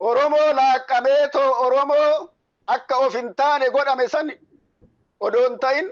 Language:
Oromo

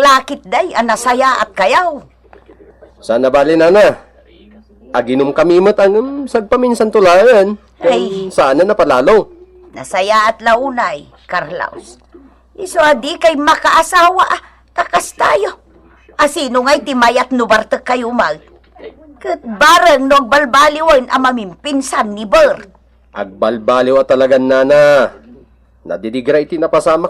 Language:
Iloko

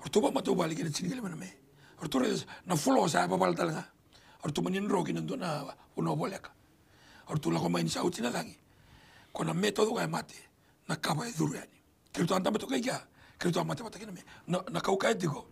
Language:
Fijian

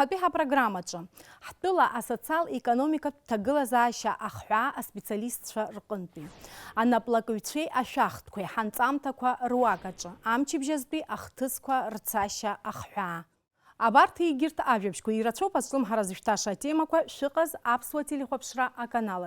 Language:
Abkhazian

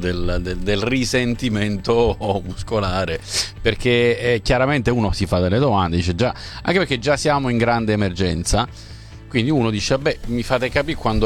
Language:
Italian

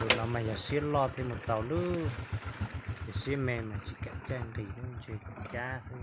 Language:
Hmong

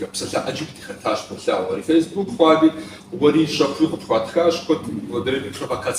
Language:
Kabardian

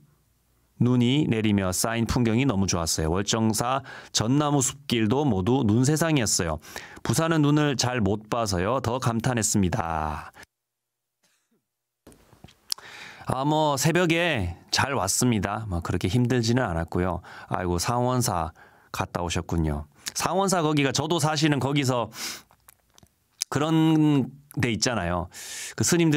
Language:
Korean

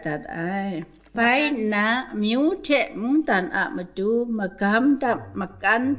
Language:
Kachin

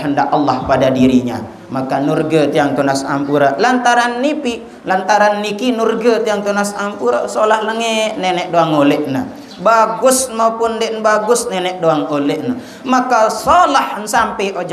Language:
Sasak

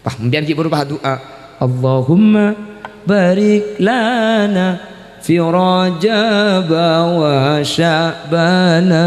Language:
Madurese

